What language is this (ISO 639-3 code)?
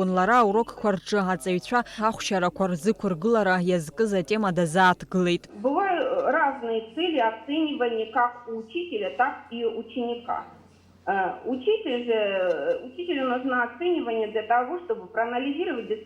abk